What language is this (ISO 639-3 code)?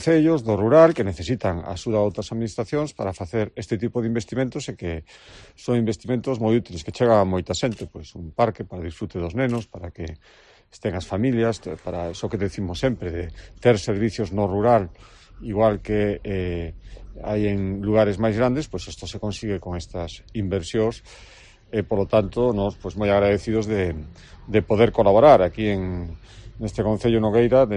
glg